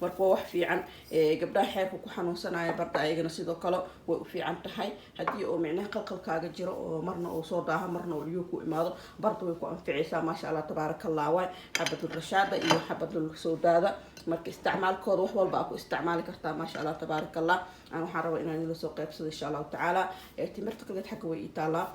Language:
Somali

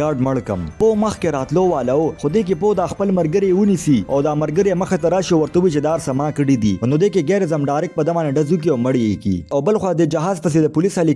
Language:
Pashto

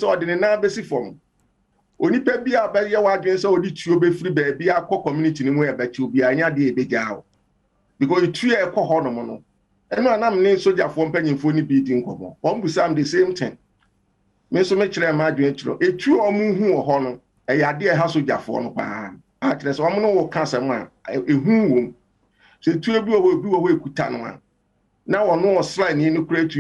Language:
Akan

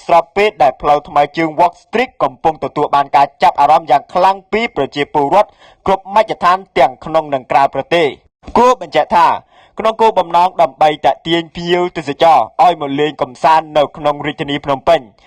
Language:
Khmer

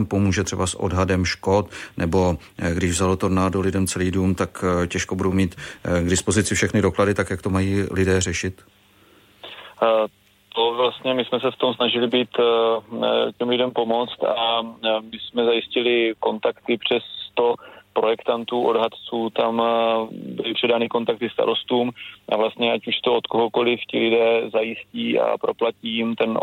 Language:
Czech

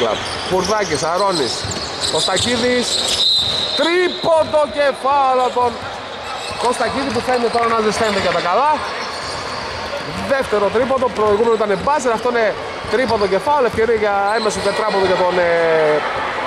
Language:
Greek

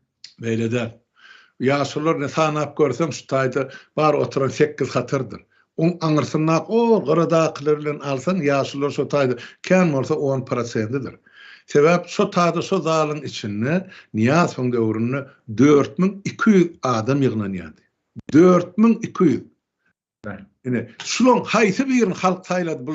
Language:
Turkmen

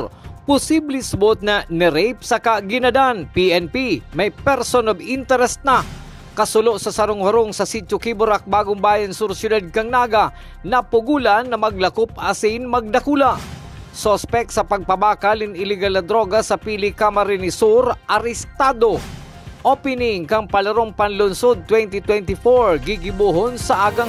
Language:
Bikol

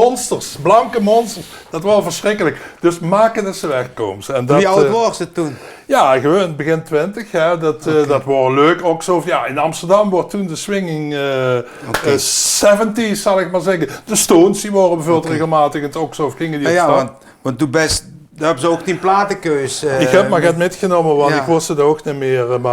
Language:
Limburgish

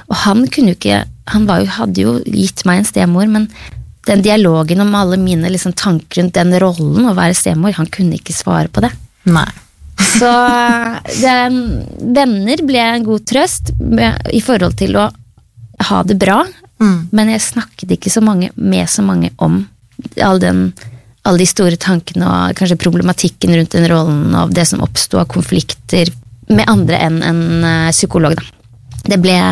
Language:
Norwegian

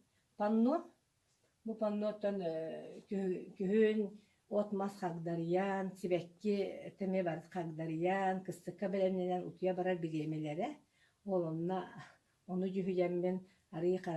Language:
Yakut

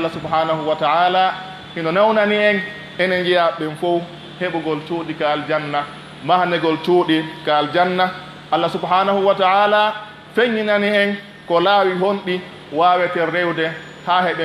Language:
Pular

